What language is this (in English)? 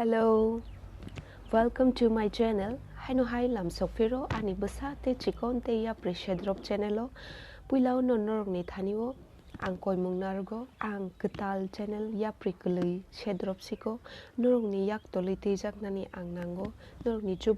Kok Borok